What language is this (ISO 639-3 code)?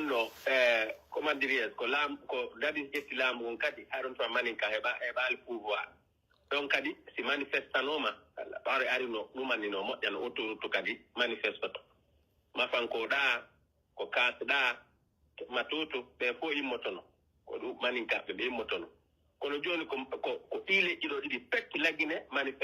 fuf